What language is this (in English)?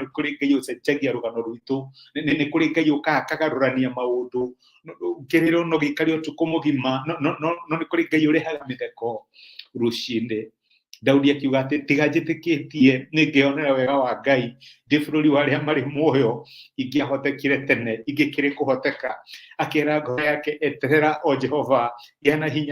Kikuyu